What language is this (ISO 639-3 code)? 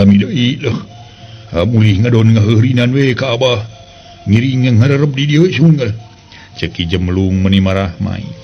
sun